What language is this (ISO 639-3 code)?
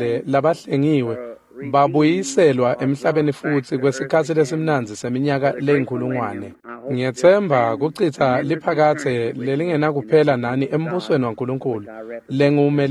ssw